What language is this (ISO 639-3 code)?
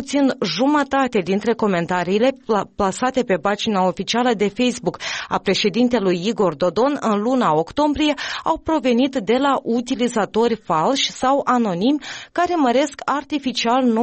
ron